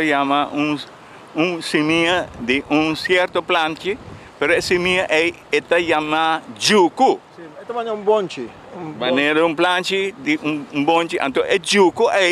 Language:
Papiamento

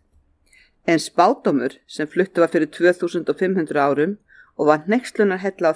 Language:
Icelandic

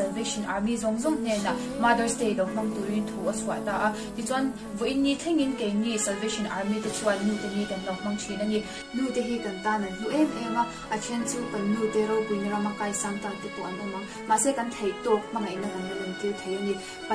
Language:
Mizo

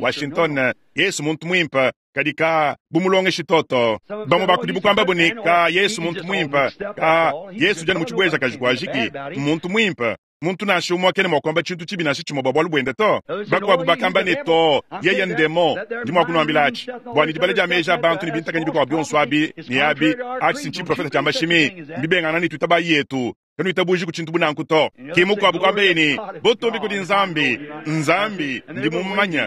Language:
Luba-Lulua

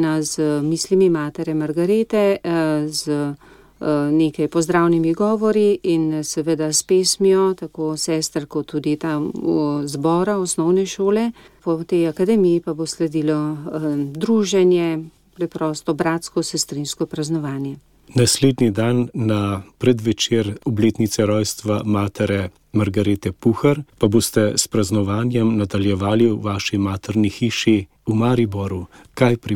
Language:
Slovenian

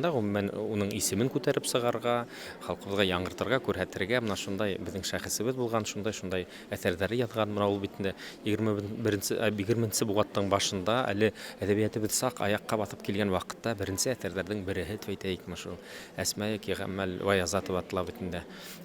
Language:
Bashkir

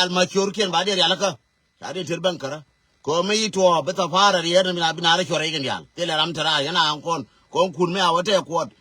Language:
Nuer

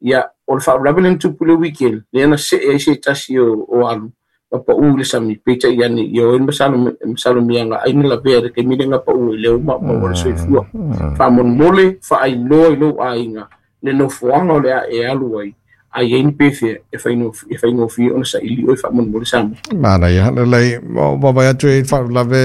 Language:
Samoan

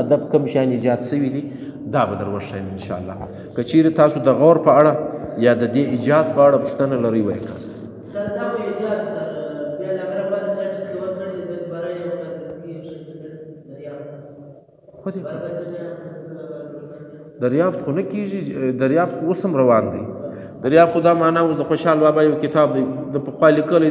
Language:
Pashto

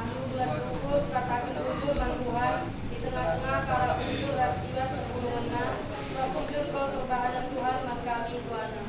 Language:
Batak Karo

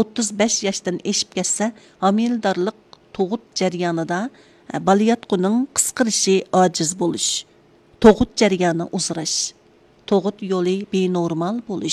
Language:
Uyghur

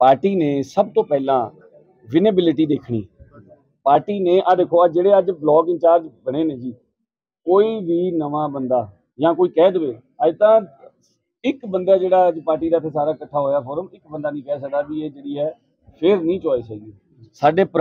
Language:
Punjabi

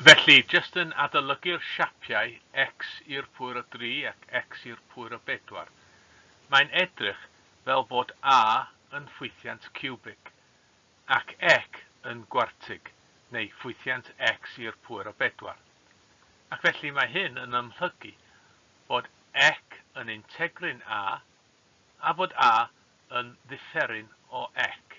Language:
Welsh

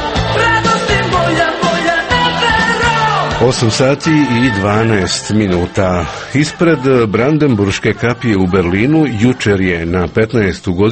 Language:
Croatian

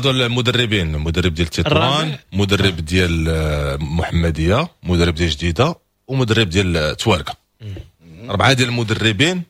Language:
Moroccan Arabic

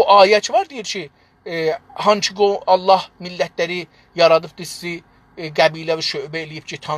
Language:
South Azerbaijani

